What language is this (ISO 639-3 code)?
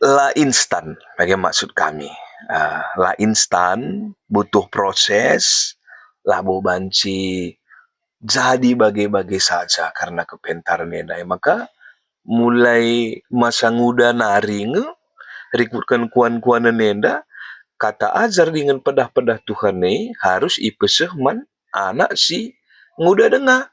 btx